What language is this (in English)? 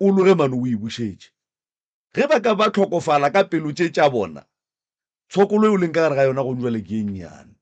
Northern Sotho